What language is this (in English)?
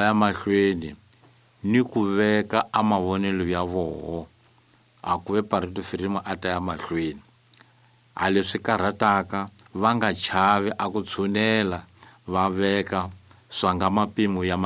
Tsonga